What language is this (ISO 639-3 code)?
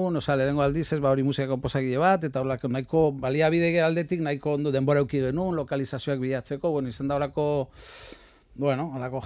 eus